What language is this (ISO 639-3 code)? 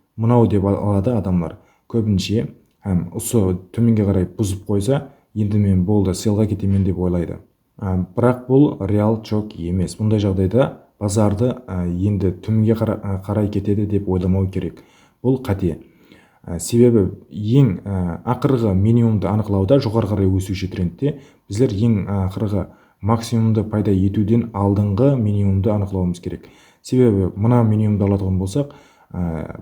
kaa